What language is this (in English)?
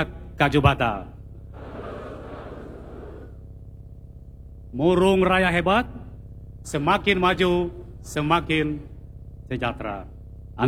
Indonesian